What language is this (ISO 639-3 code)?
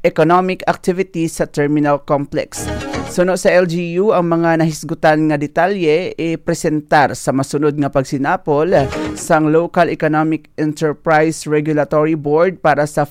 hil